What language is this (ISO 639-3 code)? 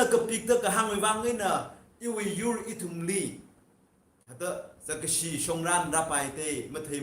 nmf